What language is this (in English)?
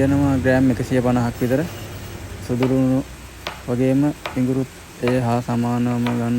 Sinhala